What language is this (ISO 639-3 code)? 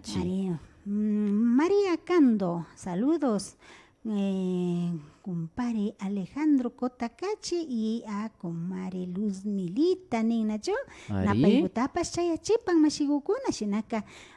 qvi